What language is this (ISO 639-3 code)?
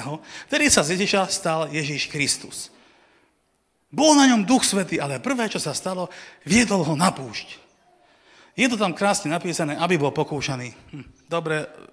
slk